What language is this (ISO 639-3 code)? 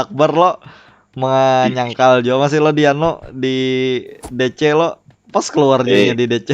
bjn